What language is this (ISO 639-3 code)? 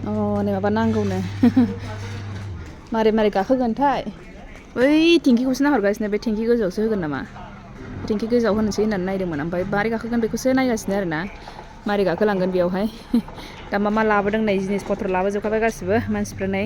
brx